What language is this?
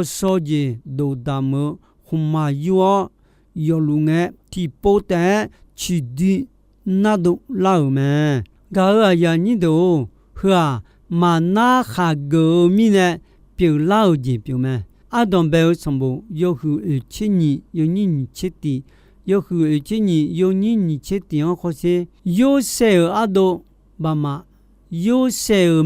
Akha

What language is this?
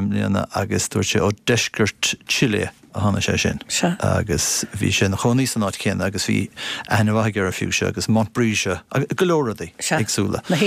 Irish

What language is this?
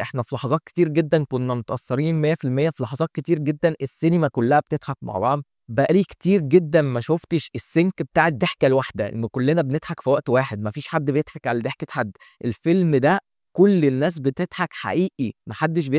Egyptian Arabic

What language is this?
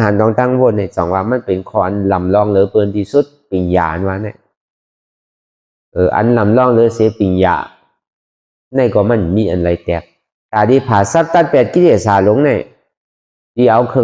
Shan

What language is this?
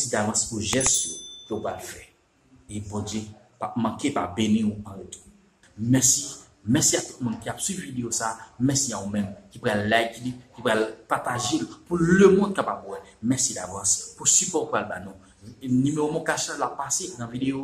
Haitian Creole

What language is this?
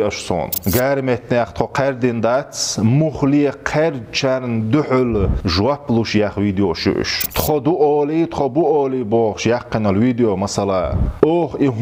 Chechen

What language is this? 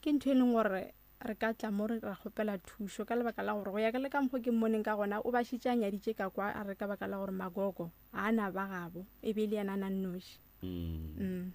Northern Sotho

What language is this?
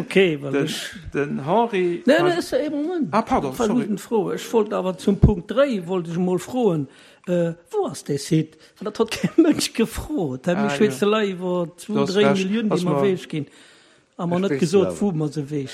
Luxembourgish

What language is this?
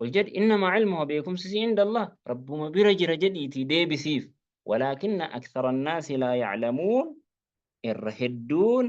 Oromo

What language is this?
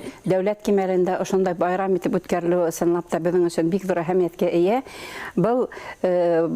Bashkir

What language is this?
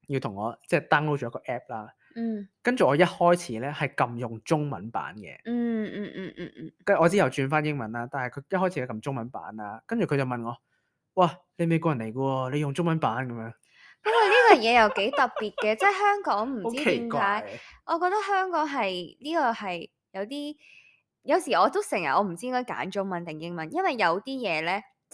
Cantonese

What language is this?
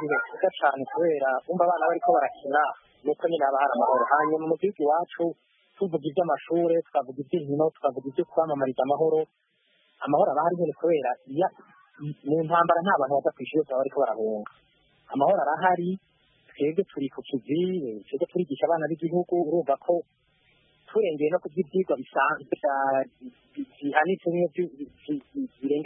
Kinyarwanda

